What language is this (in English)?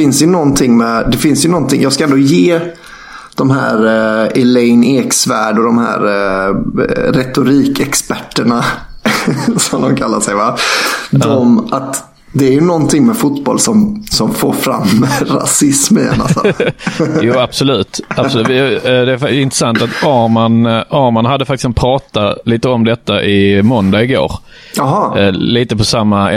Swedish